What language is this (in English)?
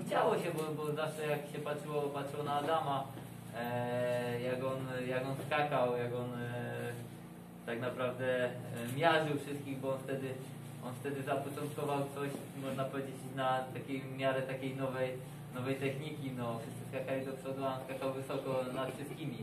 Polish